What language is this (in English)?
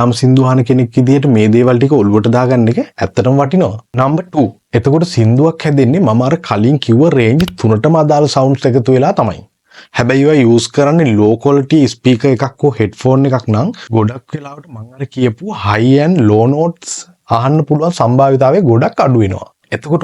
Sinhala